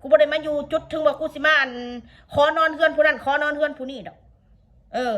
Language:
Northeastern Thai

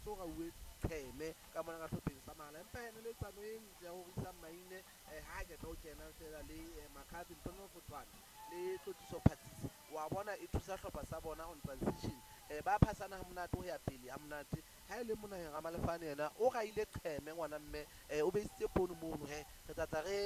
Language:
Southern Sotho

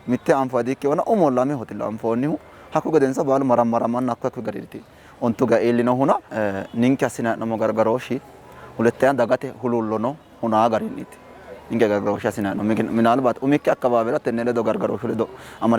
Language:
Sidamo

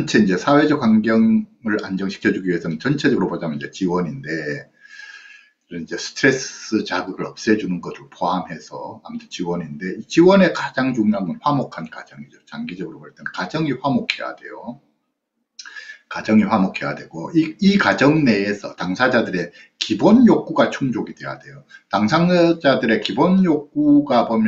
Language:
Korean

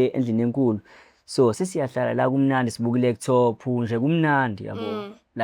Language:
Zulu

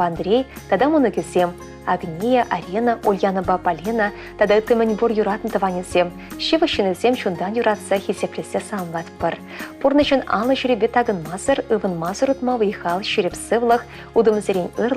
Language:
Chuvash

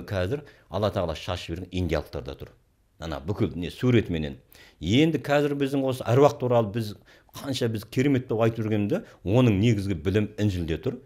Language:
Kazakh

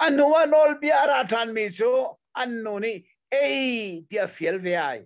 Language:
Hakha Chin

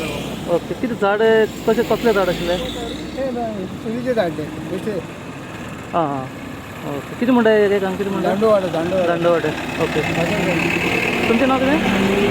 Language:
Konkani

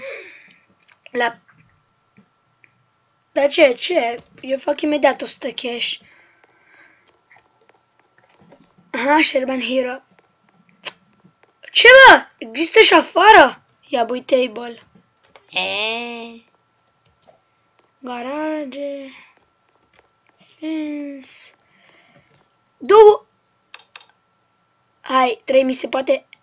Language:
Romanian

